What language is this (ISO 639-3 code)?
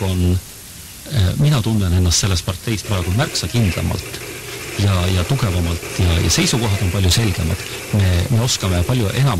est